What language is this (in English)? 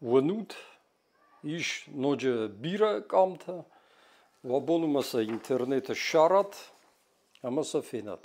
Ossetic